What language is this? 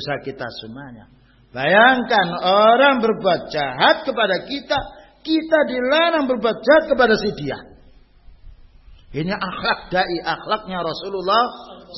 Indonesian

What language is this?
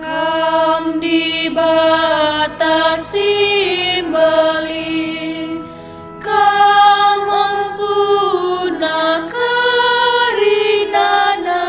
Batak Karo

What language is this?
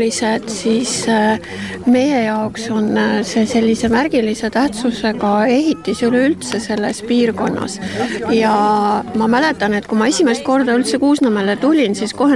Estonian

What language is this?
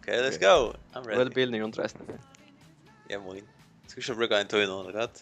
Faroese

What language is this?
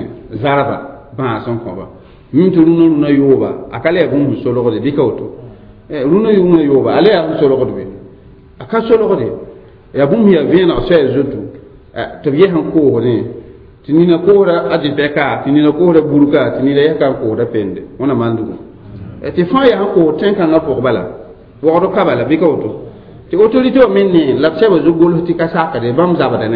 Mossi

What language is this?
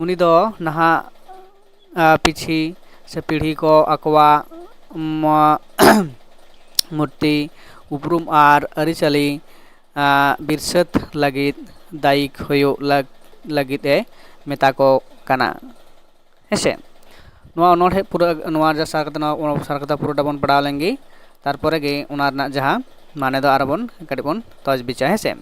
Santali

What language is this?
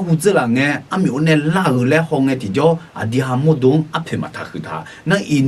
Akha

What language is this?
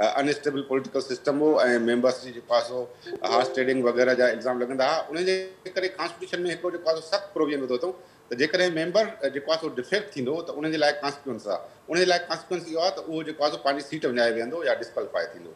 Sindhi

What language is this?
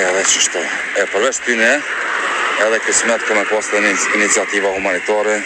Albanian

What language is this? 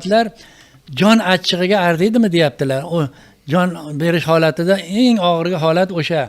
Uzbek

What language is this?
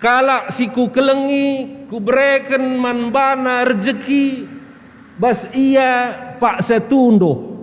Batak Karo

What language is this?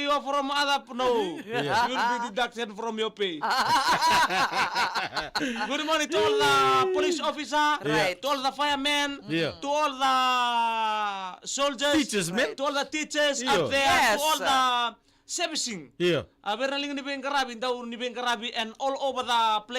Fijian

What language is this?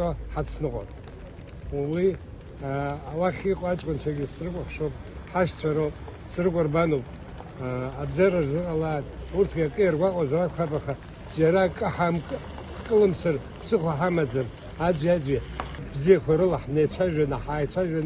Abkhazian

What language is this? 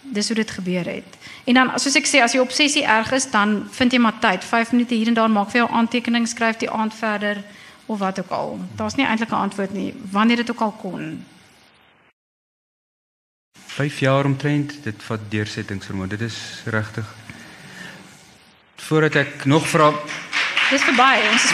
Afrikaans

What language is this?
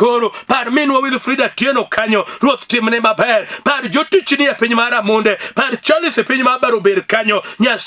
Luo (Kenya and Tanzania)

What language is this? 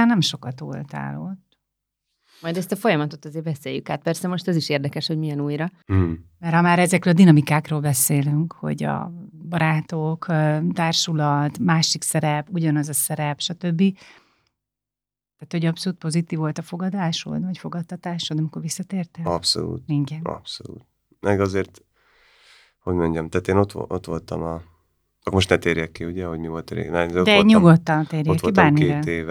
Hungarian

